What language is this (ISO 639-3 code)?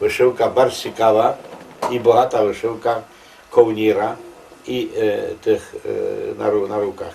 rue